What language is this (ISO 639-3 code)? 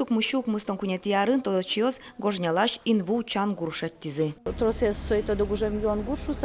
udm